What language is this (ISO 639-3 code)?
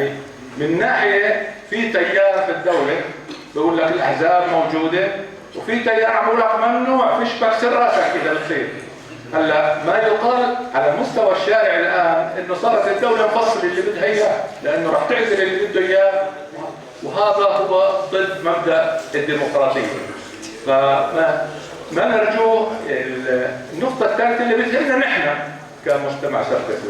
apc